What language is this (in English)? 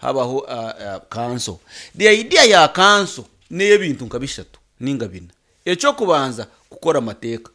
Nyankole